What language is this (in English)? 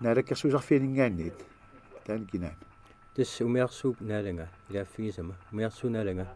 Kalaallisut